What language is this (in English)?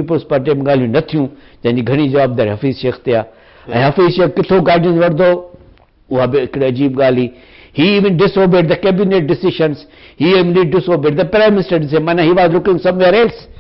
Sindhi